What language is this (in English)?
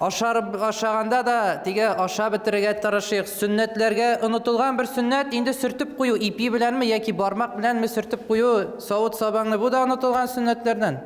Tatar